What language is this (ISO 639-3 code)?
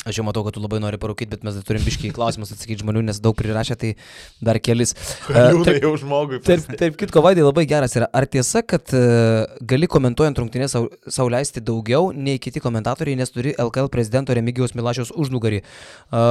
lit